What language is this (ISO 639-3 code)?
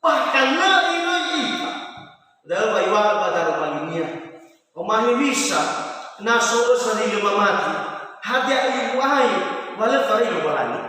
nia